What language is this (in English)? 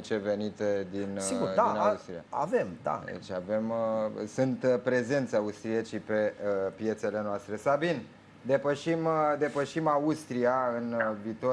Romanian